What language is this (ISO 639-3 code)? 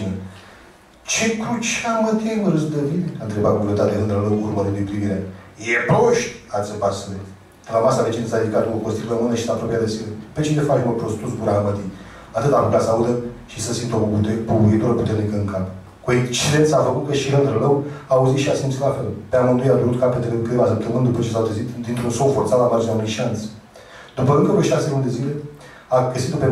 ron